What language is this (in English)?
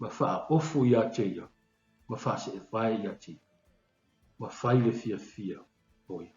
Samoan